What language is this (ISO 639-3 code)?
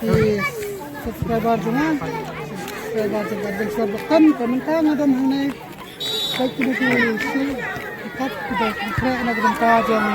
kha